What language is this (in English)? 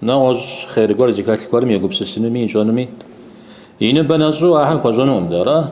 Kabardian